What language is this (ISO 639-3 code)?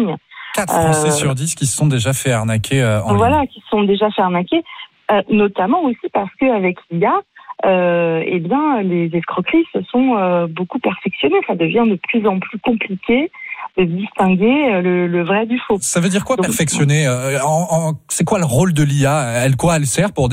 fra